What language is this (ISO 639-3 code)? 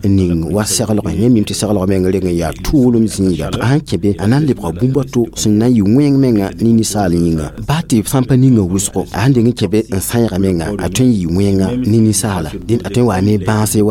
mos